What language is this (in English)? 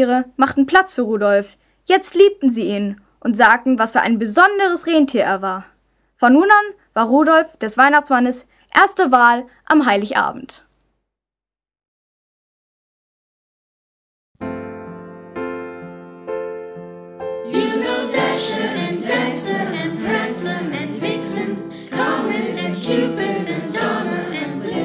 German